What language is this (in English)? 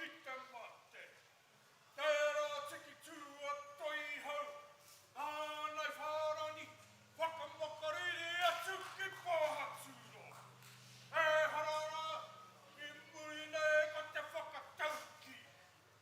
Māori